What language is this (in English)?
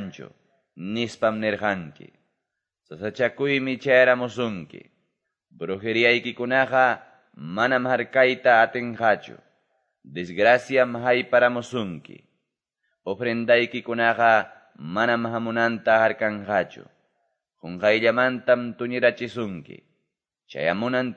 Quechua